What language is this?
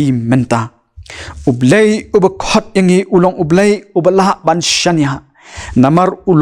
Khasi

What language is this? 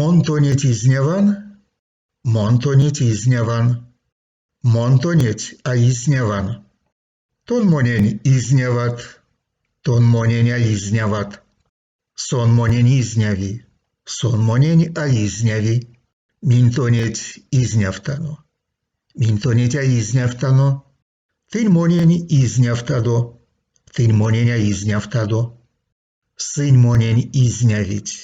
Erzya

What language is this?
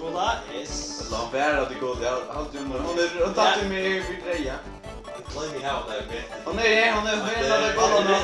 Faroese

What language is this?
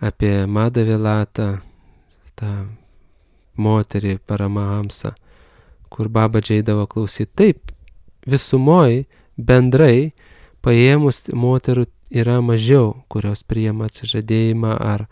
Lithuanian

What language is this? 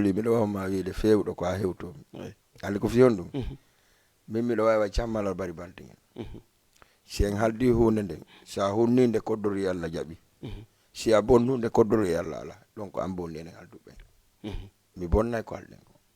Fula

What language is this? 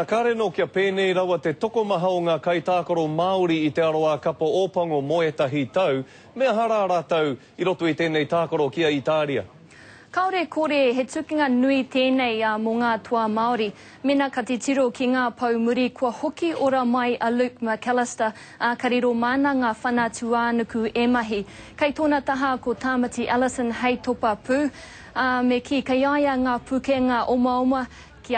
Māori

